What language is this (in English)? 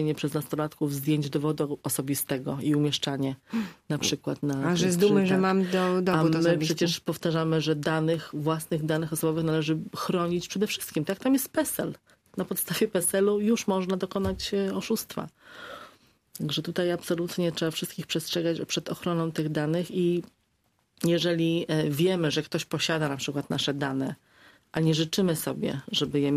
Polish